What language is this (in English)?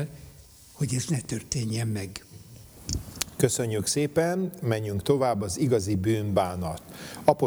Hungarian